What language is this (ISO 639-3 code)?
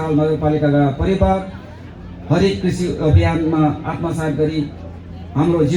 nep